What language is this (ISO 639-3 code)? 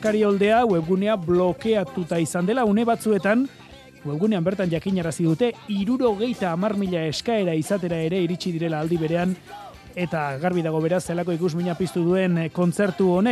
eus